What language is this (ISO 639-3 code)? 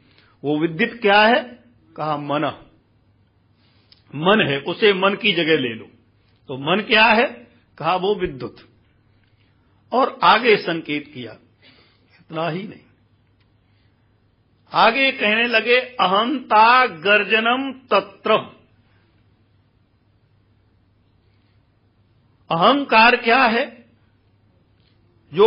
hin